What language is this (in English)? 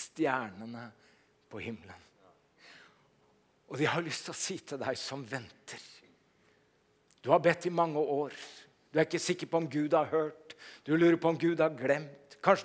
Norwegian